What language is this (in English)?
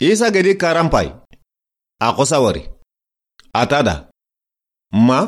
Soninke